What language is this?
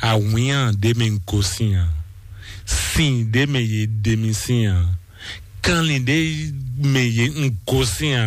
Fon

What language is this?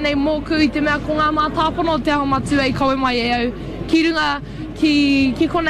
Māori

